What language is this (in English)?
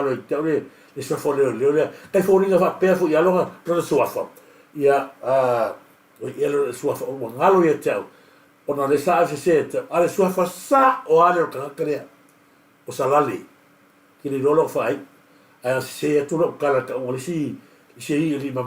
Samoan